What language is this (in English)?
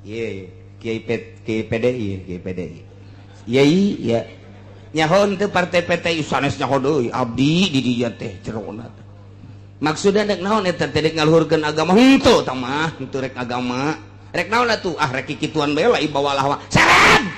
Sundanese